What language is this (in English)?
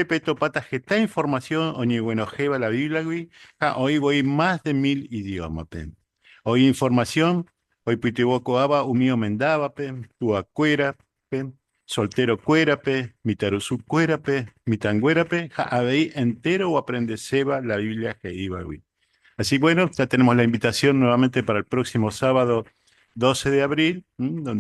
Guarani